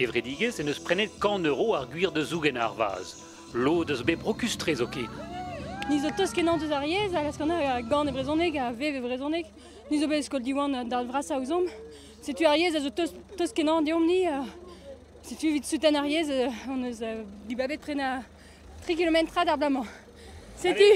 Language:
Breton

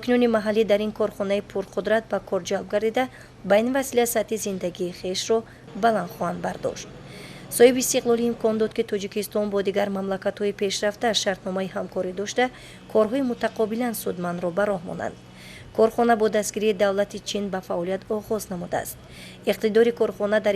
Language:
Tajik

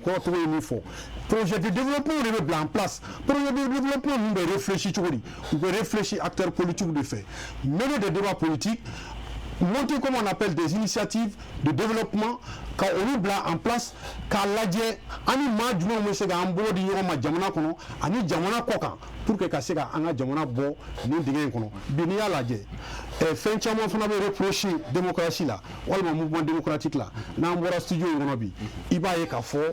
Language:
Bambara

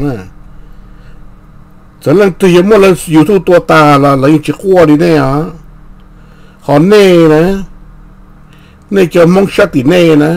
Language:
Vietnamese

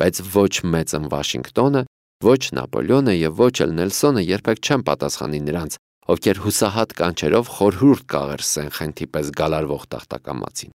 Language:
Armenian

